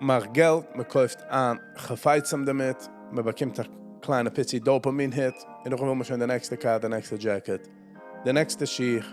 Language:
Yiddish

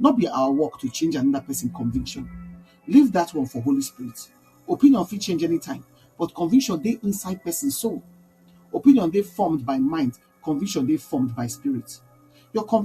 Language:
Nigerian Pidgin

